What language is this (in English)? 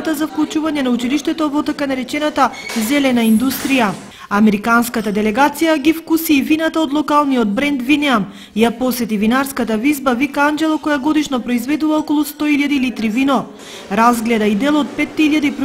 Macedonian